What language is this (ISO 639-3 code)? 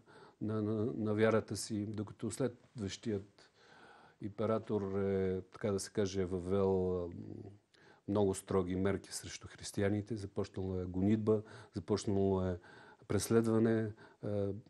bul